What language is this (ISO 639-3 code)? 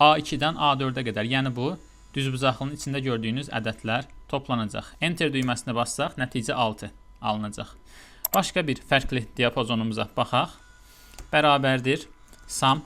aze